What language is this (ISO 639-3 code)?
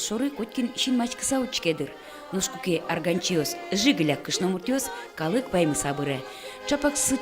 udm